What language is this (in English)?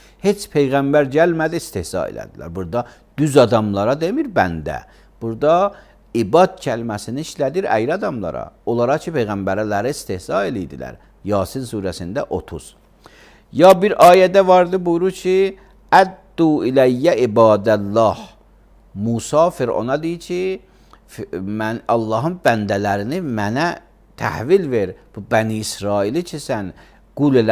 Azerbaijani